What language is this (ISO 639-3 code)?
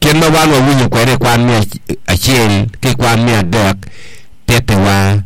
ach